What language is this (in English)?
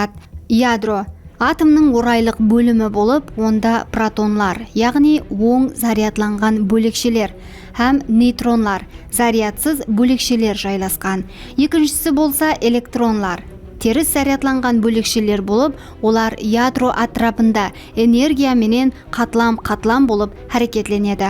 Kara-Kalpak